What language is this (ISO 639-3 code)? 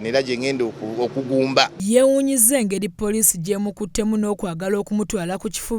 lug